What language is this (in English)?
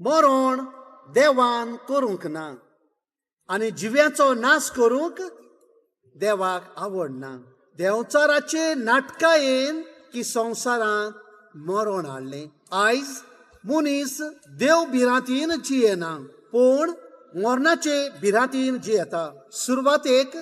Konkani